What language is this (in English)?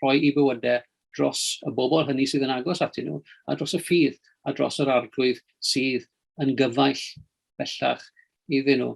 Welsh